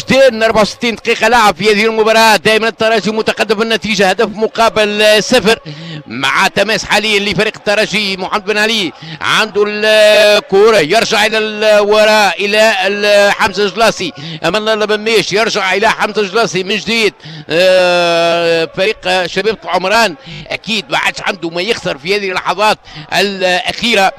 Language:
Tunisian Arabic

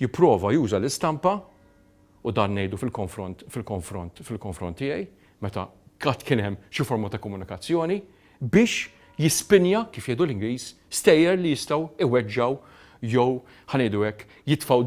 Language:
Maltese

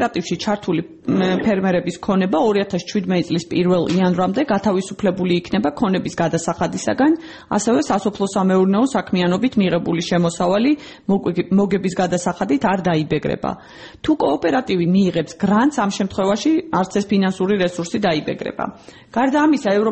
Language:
Georgian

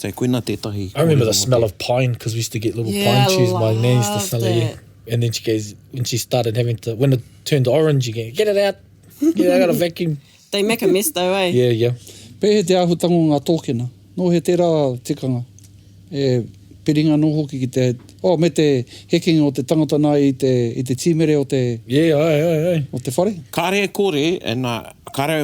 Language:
Māori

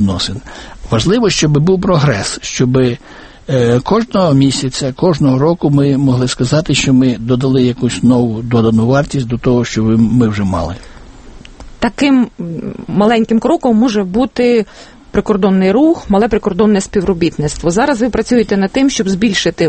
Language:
Ukrainian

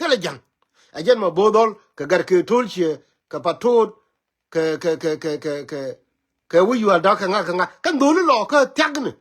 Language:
Nuer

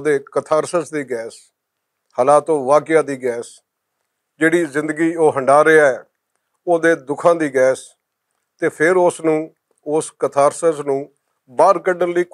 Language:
Western Panjabi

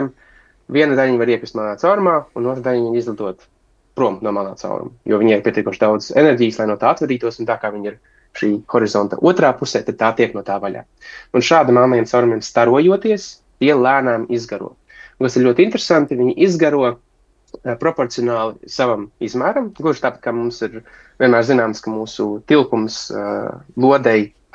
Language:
Latvian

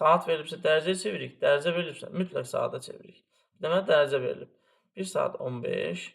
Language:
Azerbaijani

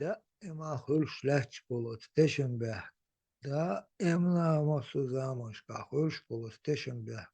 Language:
Chechen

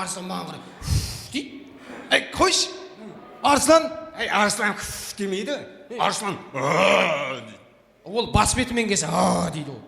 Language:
Kara-Kalpak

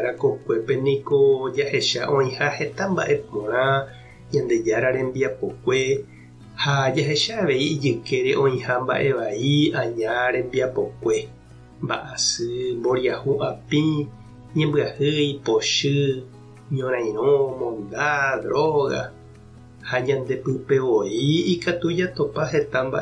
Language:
Guarani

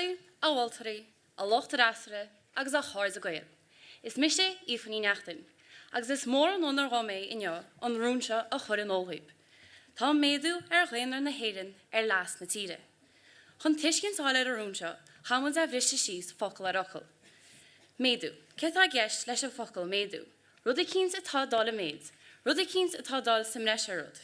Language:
Irish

